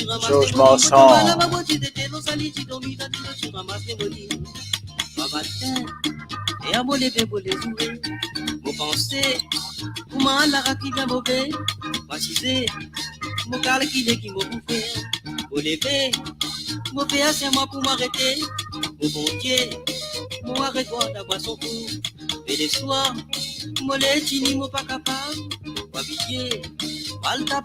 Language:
Morisyen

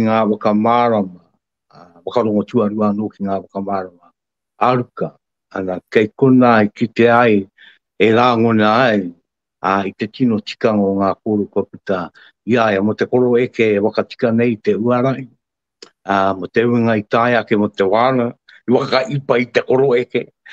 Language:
Māori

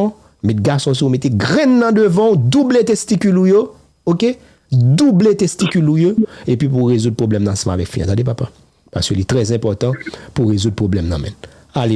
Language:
Haitian Creole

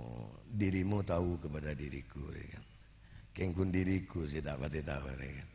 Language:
Madurese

